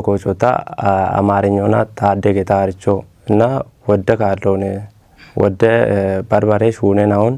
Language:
Kafa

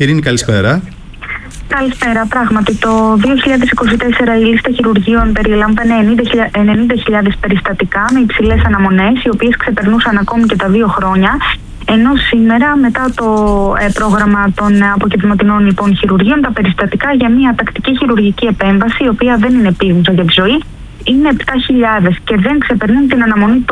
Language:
Greek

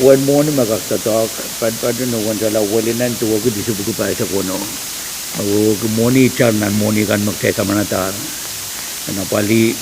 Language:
Pohnpeian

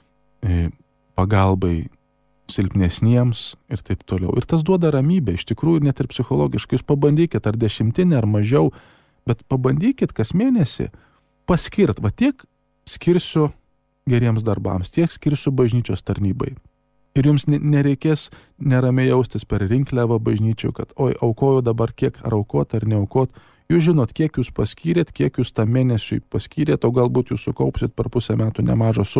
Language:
Lithuanian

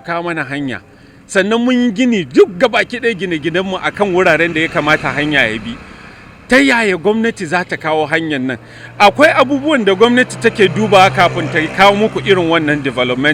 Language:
Hausa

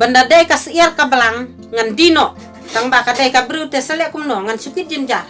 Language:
Khasi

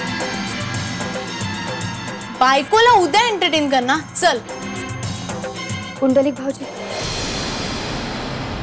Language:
Marathi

